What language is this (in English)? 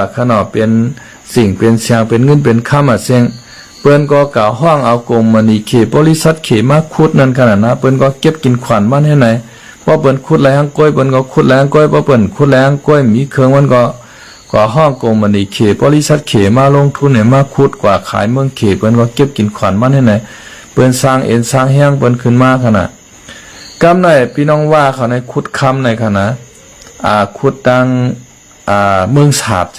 Shan